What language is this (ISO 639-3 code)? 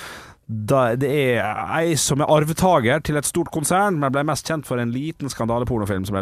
nor